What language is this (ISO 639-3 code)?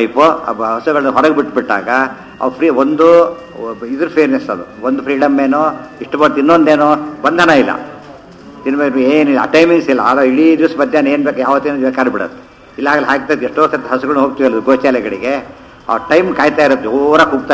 kan